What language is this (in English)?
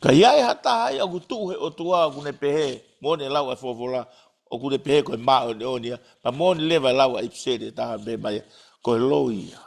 Tongan